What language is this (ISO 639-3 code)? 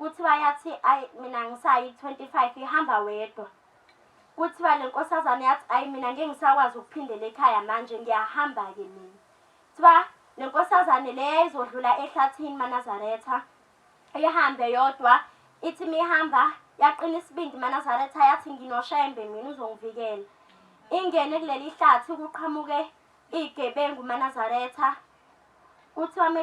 zul